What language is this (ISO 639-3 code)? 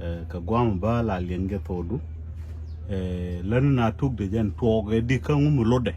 nus